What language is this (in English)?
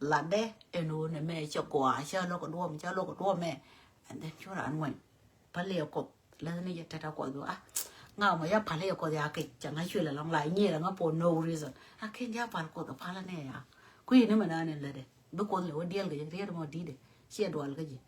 Nuer